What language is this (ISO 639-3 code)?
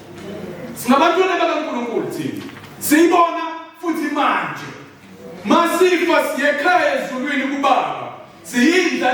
zul